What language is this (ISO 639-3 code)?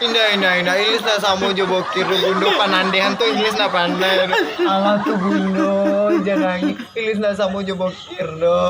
min